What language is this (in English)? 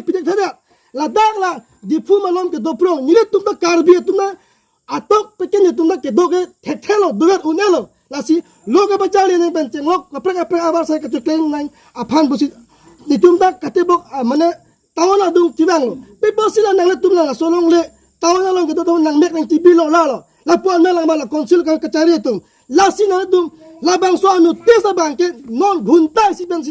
Karbi